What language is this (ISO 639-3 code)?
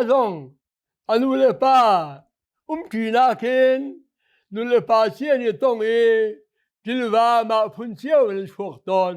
cnh